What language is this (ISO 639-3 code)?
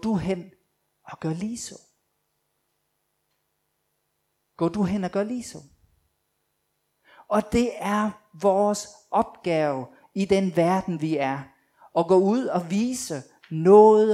dan